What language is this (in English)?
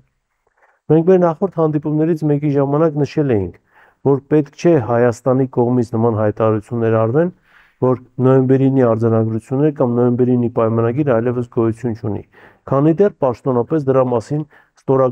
Armenian